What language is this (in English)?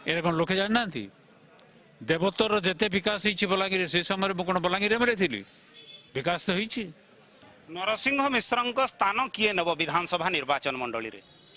Odia